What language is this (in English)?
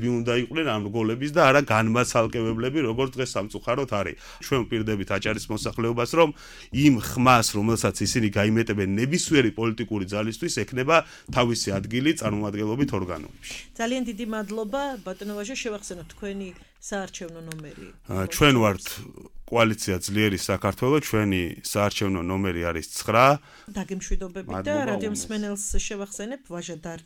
Georgian